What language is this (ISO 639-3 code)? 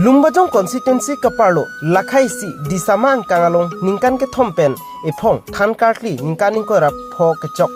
mjw